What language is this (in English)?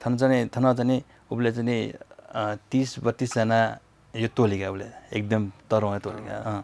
Newari